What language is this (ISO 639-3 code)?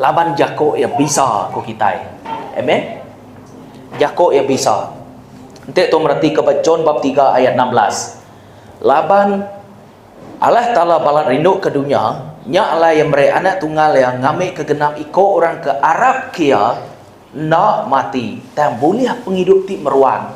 iba